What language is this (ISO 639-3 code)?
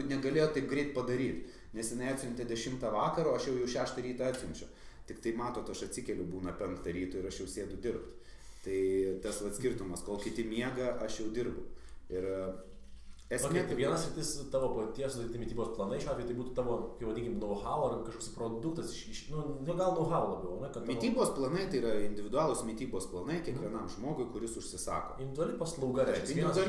lit